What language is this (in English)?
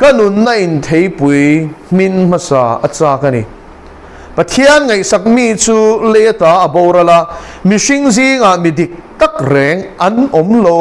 Mizo